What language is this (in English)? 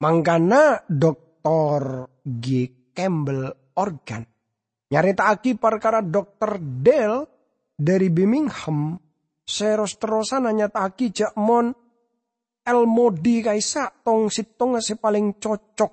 Madurese